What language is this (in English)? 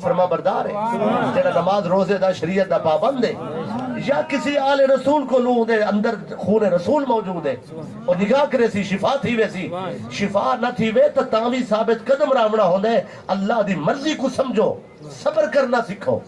Saraiki